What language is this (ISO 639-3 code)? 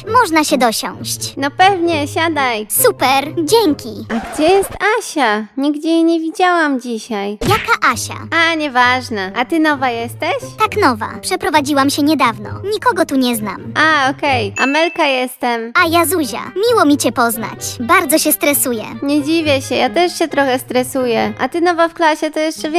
pol